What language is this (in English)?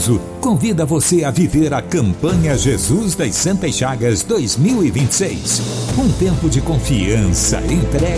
Portuguese